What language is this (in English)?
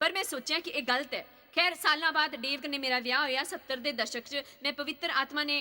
Dogri